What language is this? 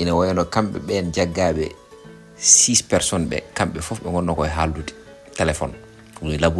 Fula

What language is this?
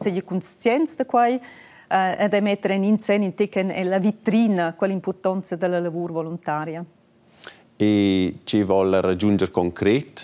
Romansh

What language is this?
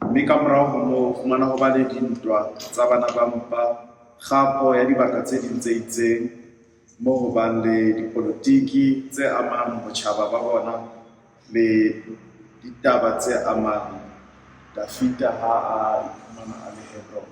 Southern Sotho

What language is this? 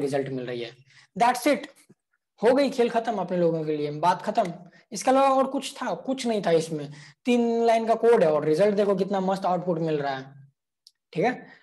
Hindi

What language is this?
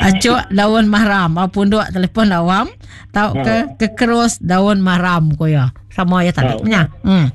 Iban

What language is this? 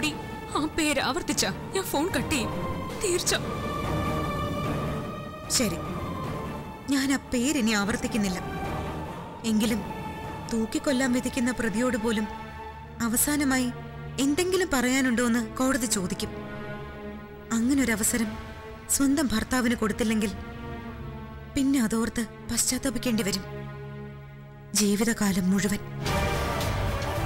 Malayalam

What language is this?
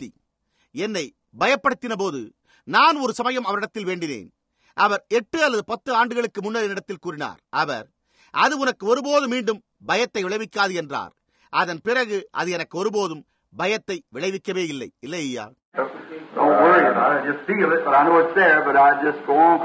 Tamil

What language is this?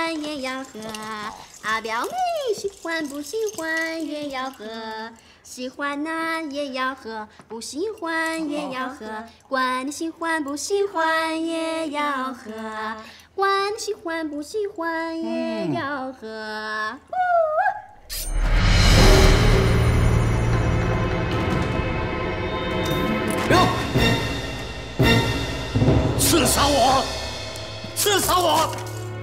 Chinese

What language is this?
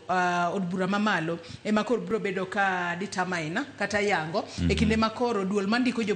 Luo (Kenya and Tanzania)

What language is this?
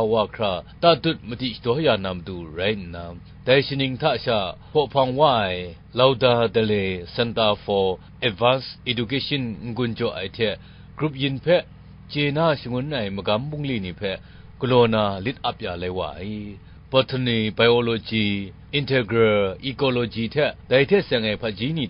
Kachin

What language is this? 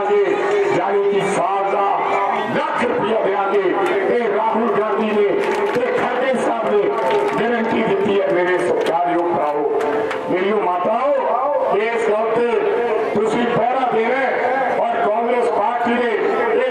Punjabi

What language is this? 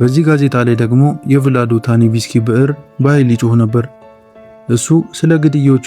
Amharic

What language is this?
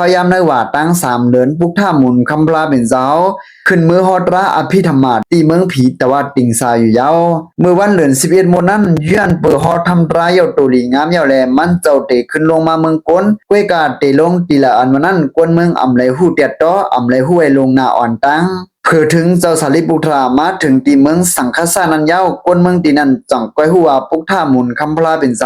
Shan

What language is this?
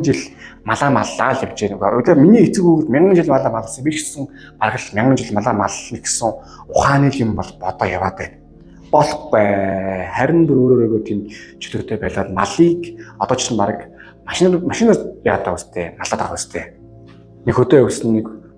Mongolian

